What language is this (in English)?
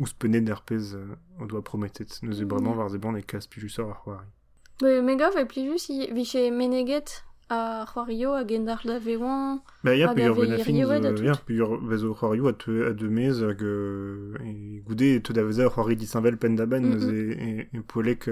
Breton